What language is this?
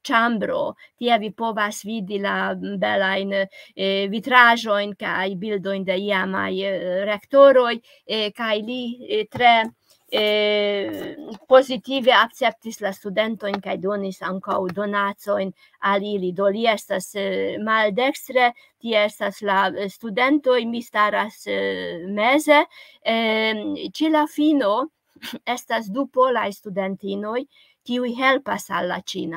Esperanto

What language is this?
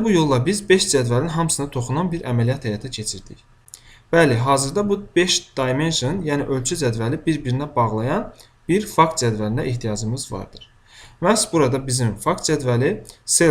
Azerbaijani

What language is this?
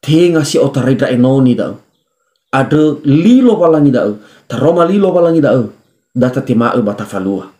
Nias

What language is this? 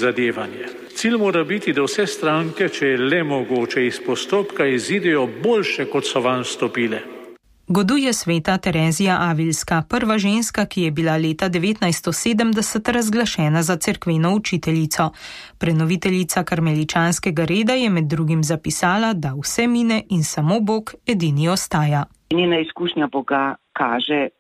Slovenian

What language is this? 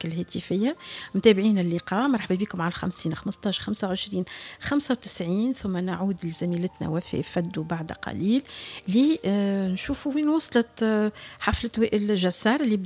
Tunisian Arabic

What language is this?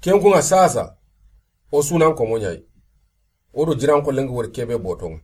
Soninke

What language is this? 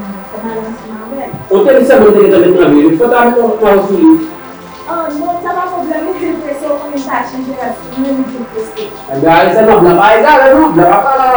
Haitian Creole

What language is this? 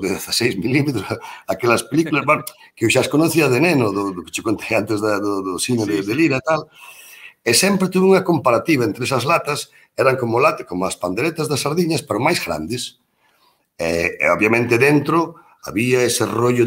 Galician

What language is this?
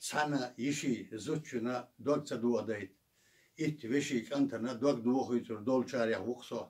Chechen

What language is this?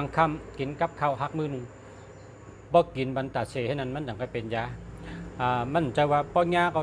Shan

